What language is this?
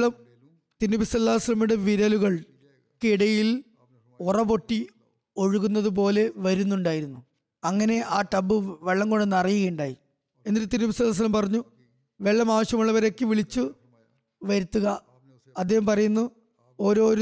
Malayalam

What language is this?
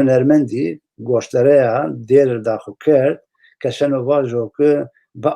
Zaza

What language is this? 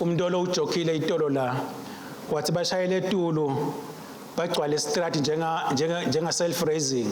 Swati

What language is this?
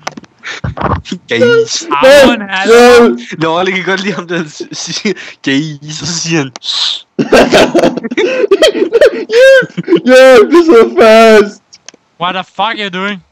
Danish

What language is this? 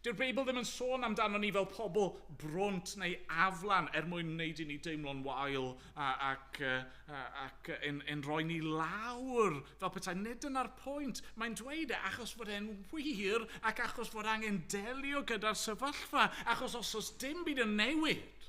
Welsh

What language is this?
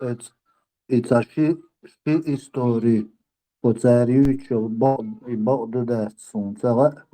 Chechen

